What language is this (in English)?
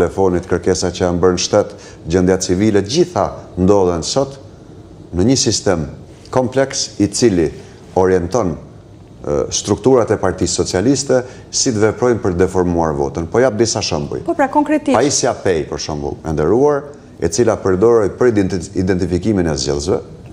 Albanian